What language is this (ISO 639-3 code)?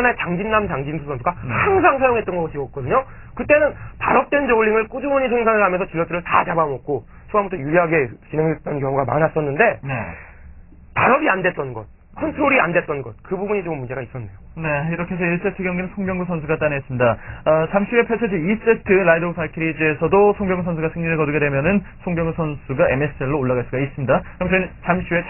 kor